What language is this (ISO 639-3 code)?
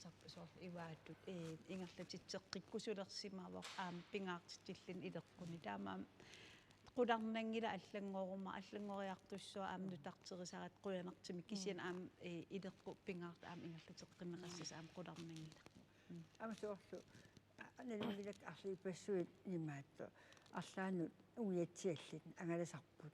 kal